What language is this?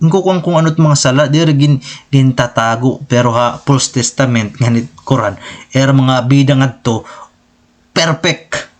Waray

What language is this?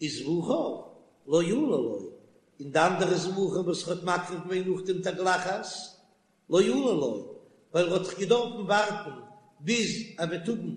Yiddish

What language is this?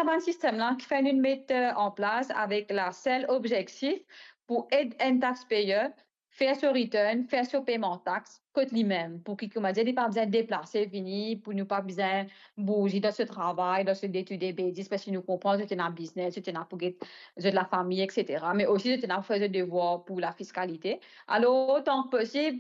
Morisyen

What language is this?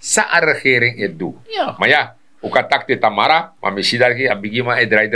Sranan Tongo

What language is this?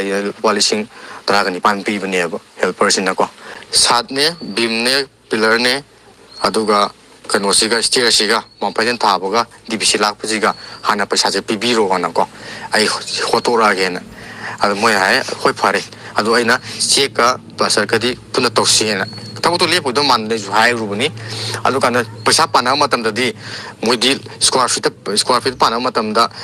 Manipuri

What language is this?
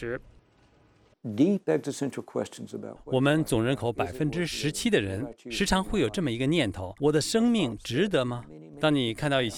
Chinese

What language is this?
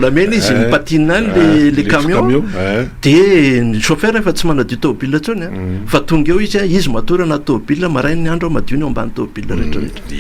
Malagasy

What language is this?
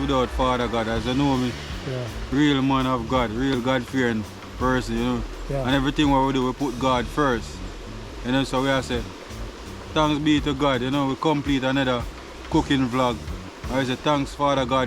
Jamaican Creole English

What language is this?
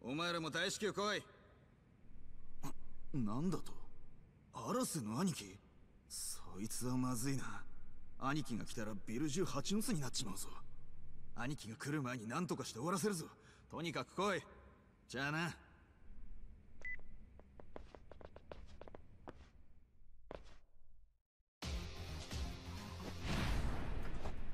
Japanese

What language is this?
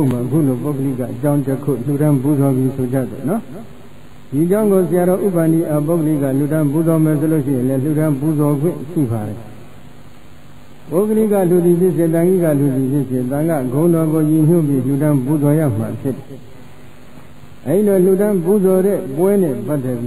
Burmese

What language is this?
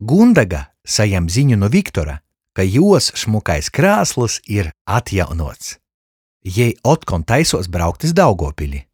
Latgalian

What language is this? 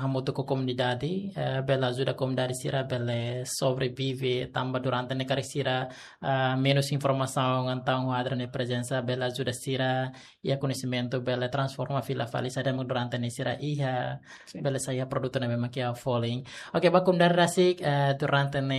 Tetum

